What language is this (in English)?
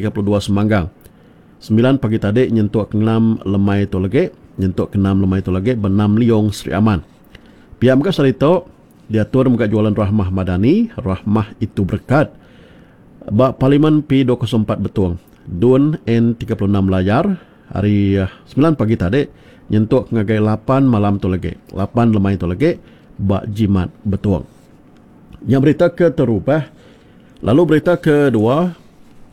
Iban